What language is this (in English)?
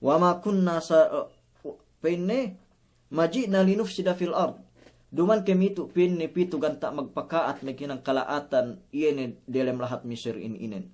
Yakan